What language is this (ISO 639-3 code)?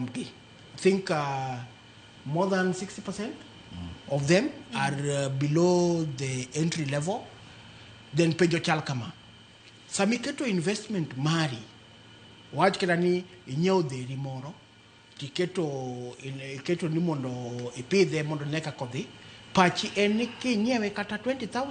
luo